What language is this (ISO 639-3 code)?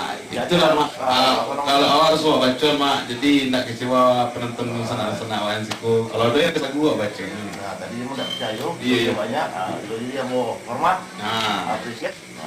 min